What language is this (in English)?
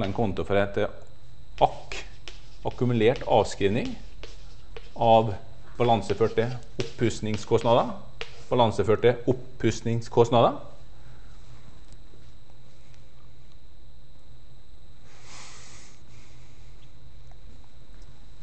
Norwegian